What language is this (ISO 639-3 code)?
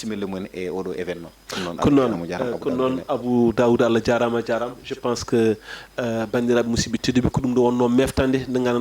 ful